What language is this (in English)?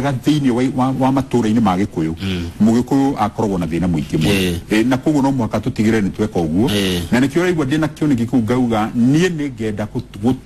Kikuyu